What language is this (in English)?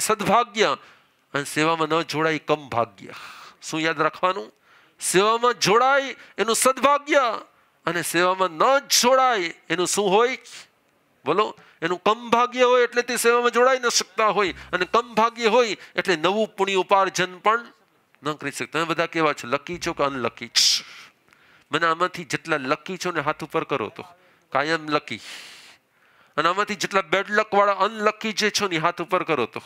Gujarati